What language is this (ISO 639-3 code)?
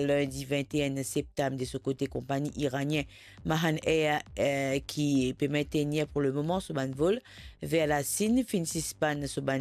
mfe